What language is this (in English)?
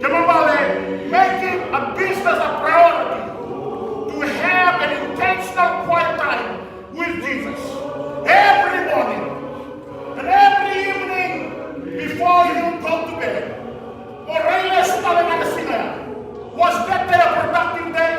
Fijian